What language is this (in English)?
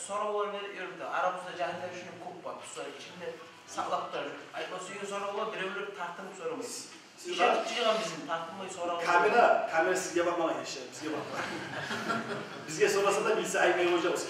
Kumyk